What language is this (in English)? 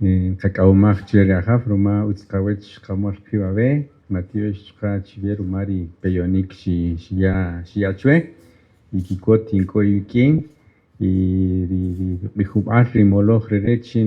Kaqchikel